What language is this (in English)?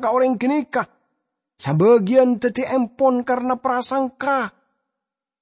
Madurese